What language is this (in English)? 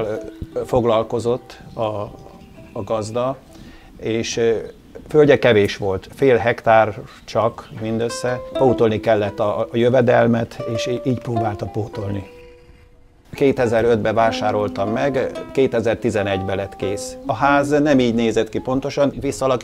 Hungarian